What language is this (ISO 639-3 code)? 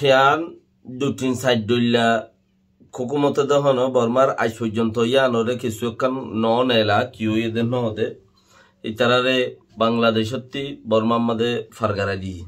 rhg